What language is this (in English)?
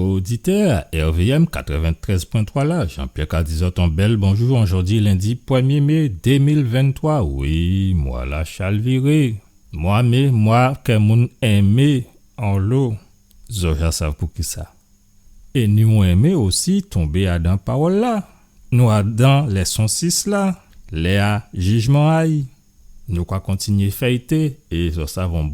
Guadeloupean Creole French